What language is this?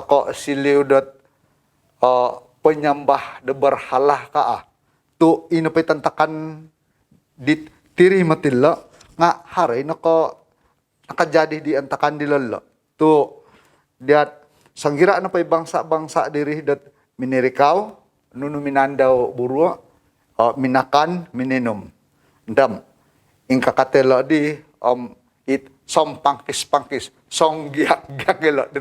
Central Dusun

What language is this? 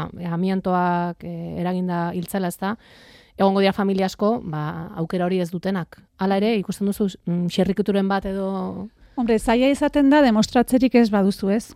Basque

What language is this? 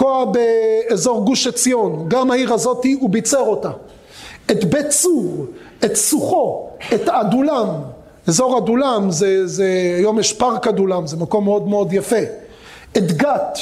Hebrew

